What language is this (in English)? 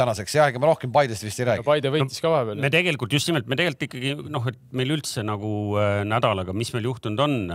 Estonian